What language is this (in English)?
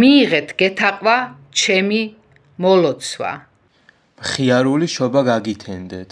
Georgian